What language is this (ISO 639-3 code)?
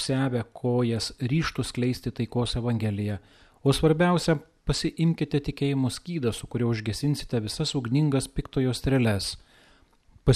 lit